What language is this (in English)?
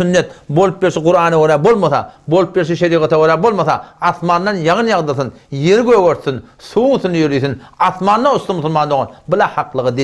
Turkmen